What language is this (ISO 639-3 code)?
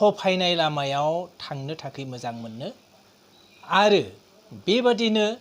brx